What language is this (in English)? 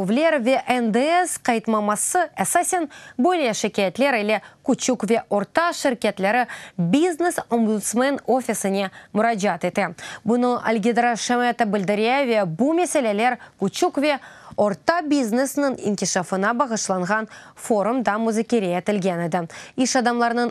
Crimean Tatar